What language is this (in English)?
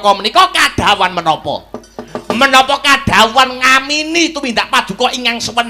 Javanese